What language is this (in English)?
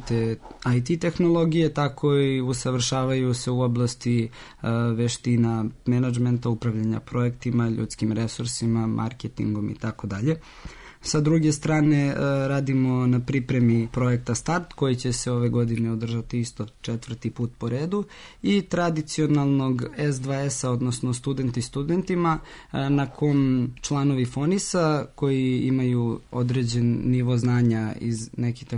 Serbian